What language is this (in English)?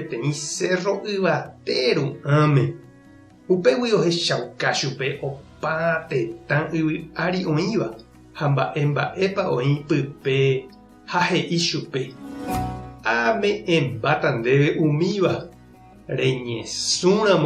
Guarani